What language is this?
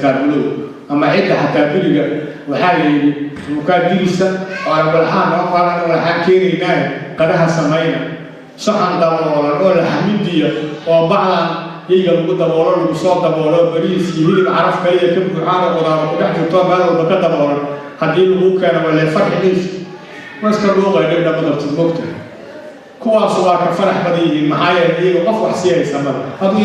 Somali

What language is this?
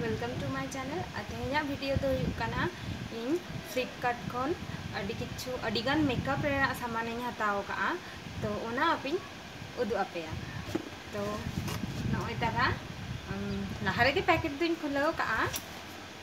Santali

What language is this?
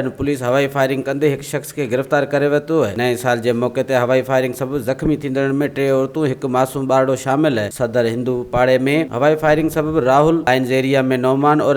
Sindhi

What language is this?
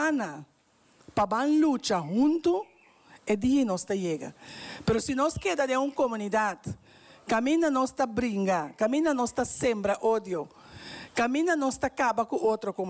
Papiamento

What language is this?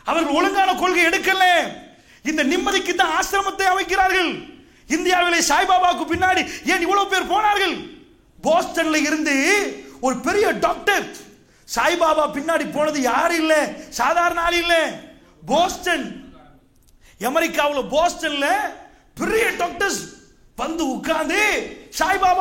Tamil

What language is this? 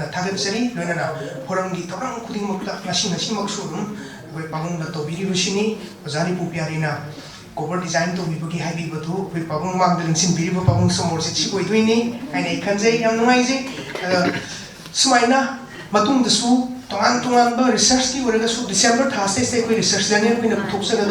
Manipuri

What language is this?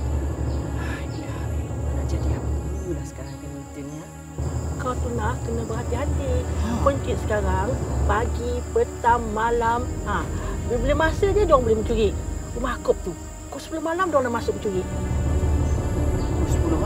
Malay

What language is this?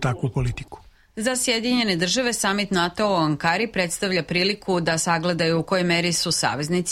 Serbian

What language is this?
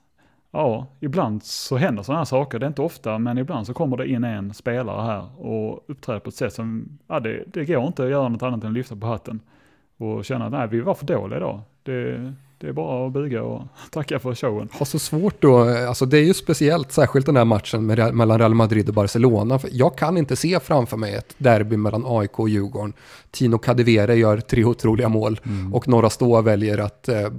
Swedish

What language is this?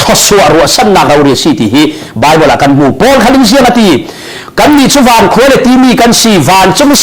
Falam Chin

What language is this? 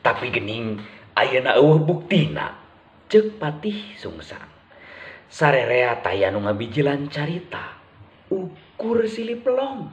Sundanese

